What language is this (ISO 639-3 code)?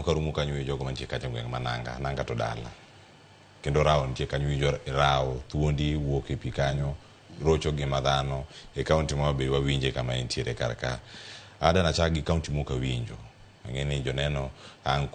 luo